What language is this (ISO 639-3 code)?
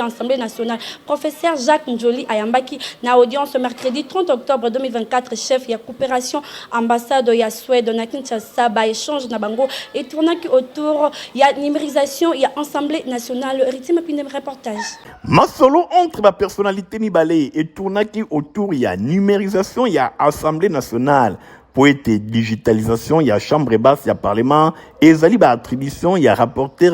lin